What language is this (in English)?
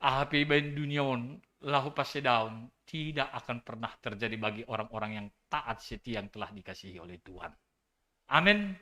Batak Simalungun